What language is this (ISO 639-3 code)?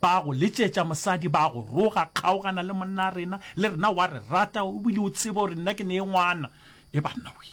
nso